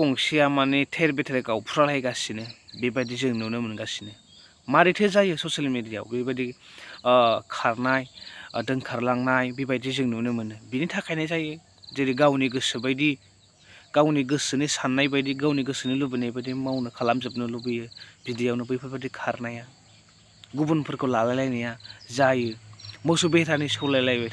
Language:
Bodo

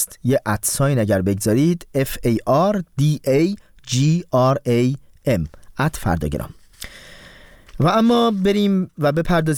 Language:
Persian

